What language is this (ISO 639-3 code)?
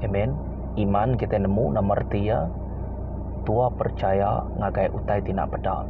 iba